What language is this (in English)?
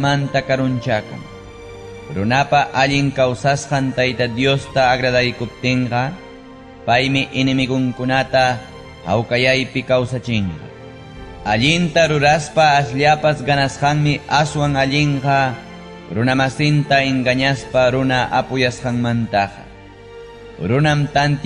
Ayacucho Quechua